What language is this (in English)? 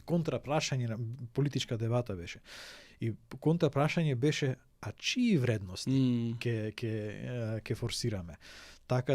Macedonian